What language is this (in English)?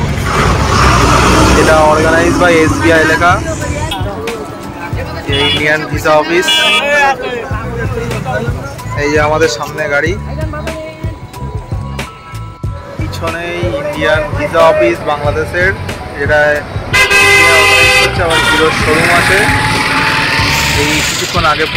Bangla